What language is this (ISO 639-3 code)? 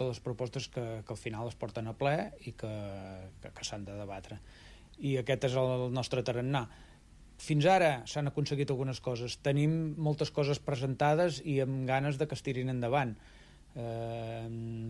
cat